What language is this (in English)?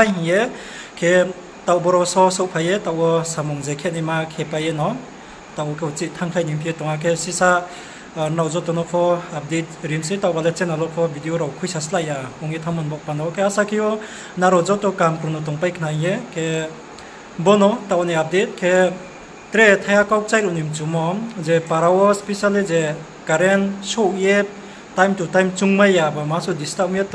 Riang (India)